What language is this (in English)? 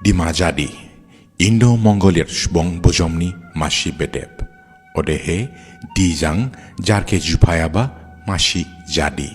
Dimasa